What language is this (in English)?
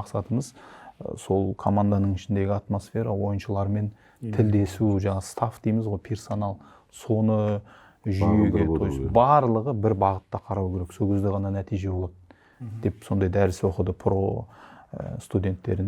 Kazakh